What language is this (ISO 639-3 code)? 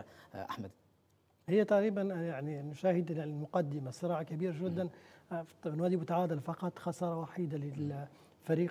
ara